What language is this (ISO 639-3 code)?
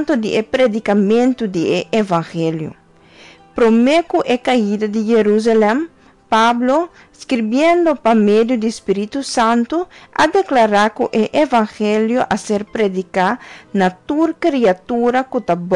pap